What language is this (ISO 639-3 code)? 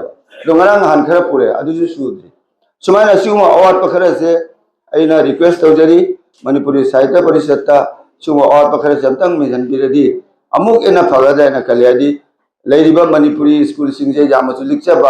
mni